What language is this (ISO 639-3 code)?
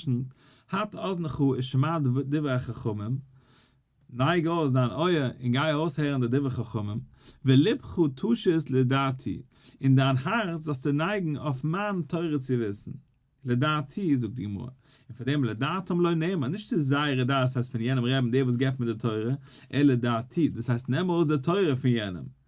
yid